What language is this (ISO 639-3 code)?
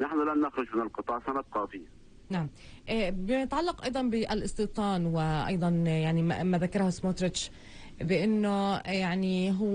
ara